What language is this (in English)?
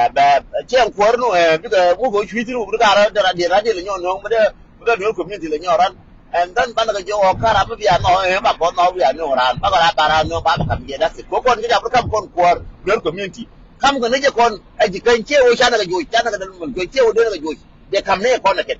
Nuer